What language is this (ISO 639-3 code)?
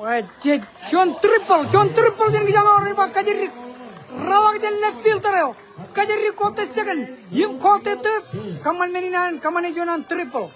mah